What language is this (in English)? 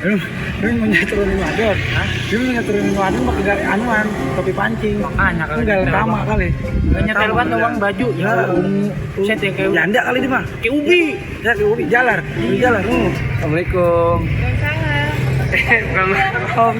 Betawi